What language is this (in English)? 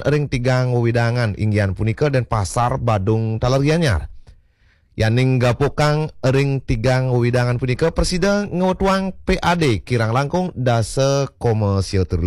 Balinese